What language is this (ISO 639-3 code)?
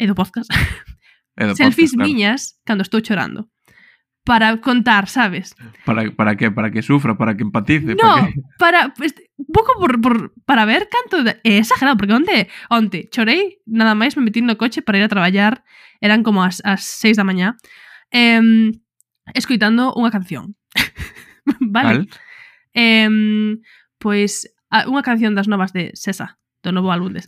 glg